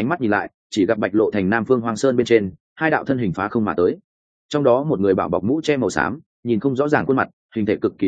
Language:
Vietnamese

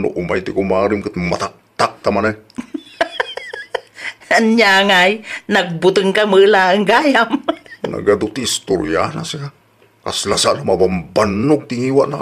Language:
Iloko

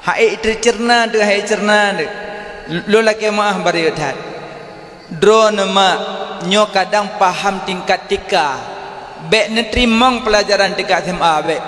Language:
Achinese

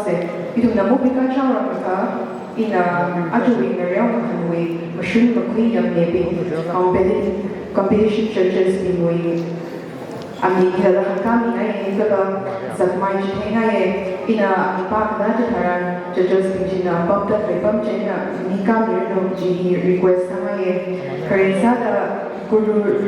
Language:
Tangkhul Naga (India)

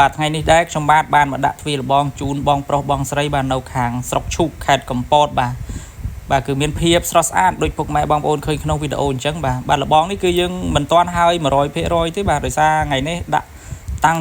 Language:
Khmer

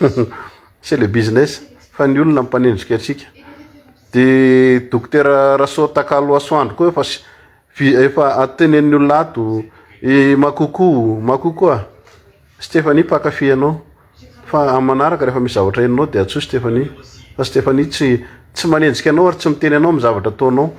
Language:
Malagasy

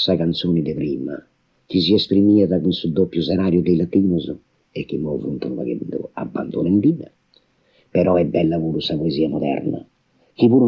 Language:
Sardinian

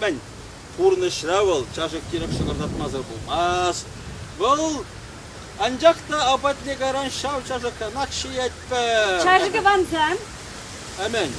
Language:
Chuvash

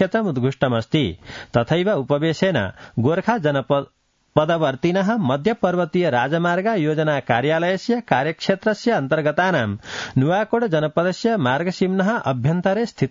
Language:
Sanskrit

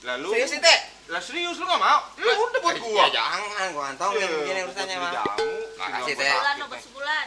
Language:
Betawi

